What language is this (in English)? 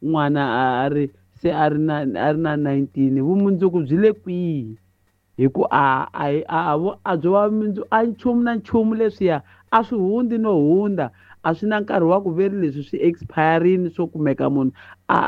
Tsonga